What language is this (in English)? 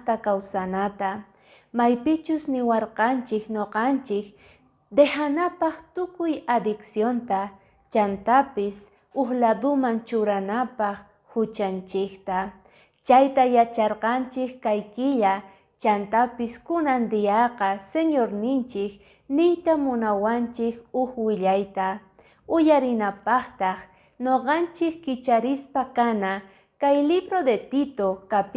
Quechua